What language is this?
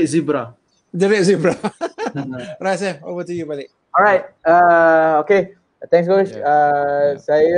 Malay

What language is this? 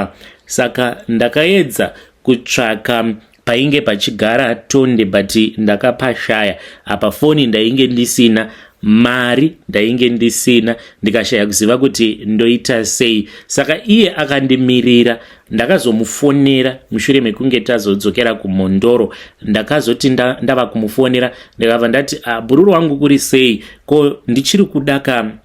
Shona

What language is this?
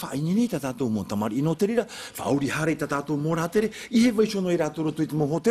Tahitian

